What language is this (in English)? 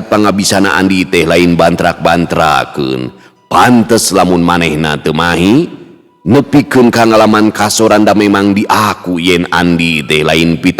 Sundanese